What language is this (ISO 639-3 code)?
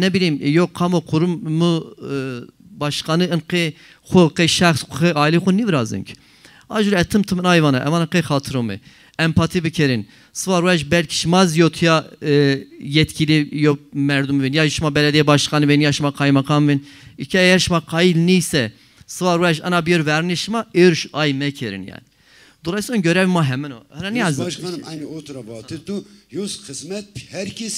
zza